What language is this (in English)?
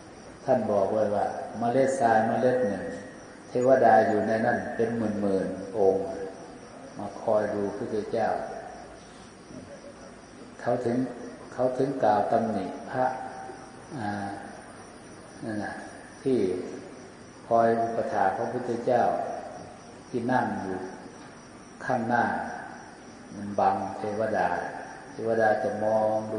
Thai